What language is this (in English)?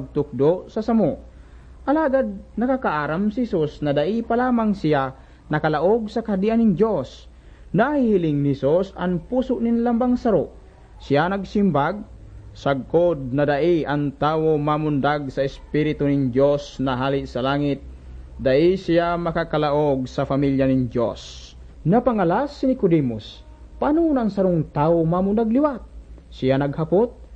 Bikol